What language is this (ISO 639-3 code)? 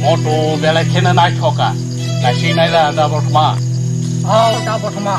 trp